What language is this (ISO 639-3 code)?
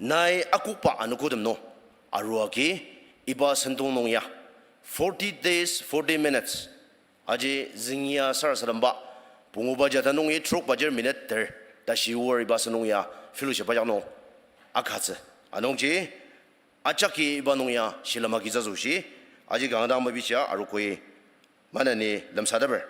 njo